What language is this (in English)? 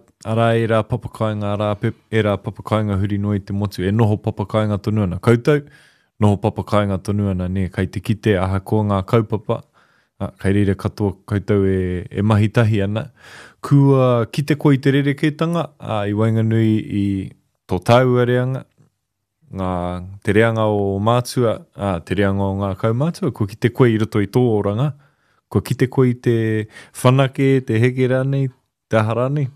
Māori